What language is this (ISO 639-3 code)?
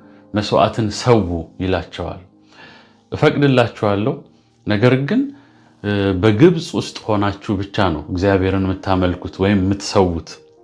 amh